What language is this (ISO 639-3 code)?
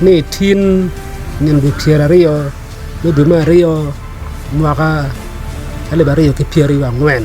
ach